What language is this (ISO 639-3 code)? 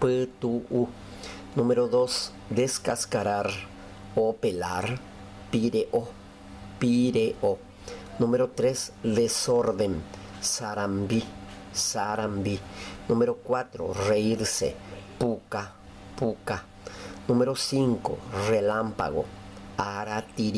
grn